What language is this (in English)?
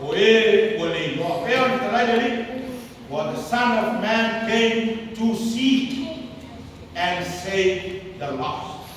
Samoan